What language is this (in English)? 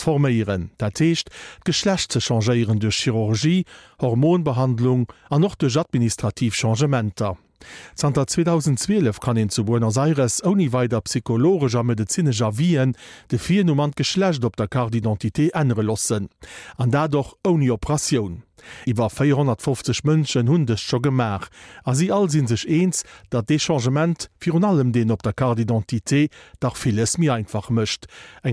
Luxembourgish